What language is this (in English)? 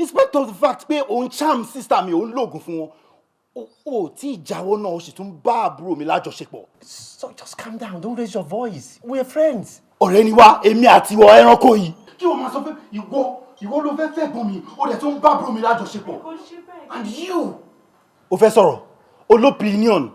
Yoruba